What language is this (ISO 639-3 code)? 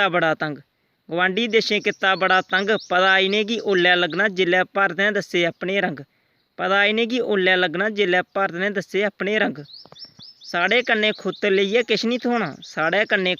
doi